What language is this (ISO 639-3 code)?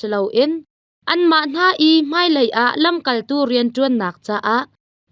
cnh